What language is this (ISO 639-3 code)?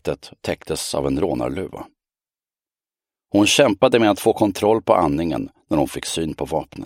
swe